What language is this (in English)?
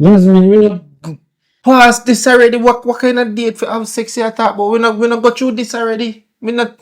Jamaican Creole English